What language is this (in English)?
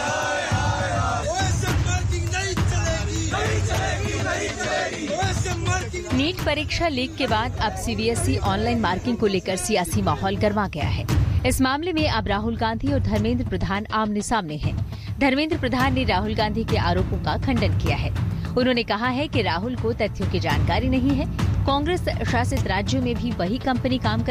Hindi